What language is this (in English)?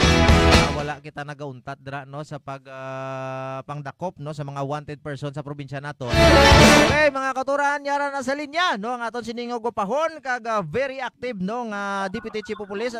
Hiligaynon